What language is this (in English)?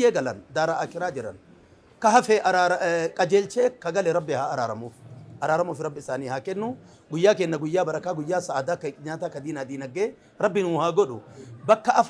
Oromo